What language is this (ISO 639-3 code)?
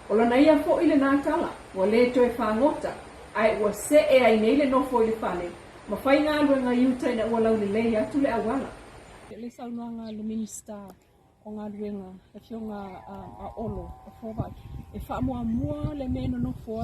smo